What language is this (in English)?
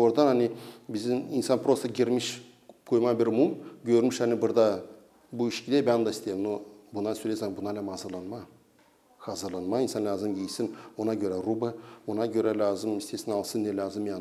Gagauz